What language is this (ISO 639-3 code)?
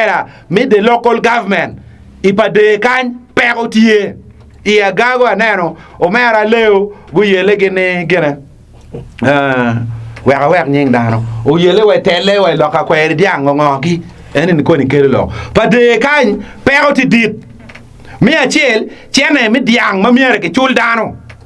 ach